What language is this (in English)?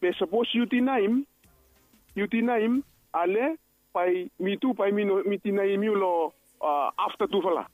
Bislama